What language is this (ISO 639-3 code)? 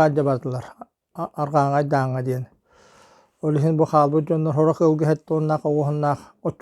sah